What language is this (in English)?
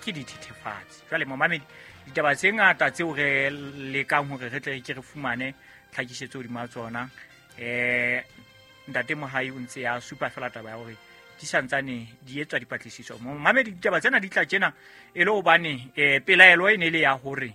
Southern Sotho